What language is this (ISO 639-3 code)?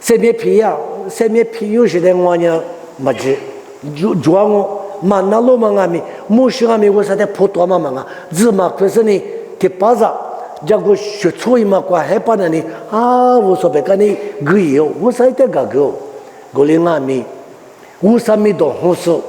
lis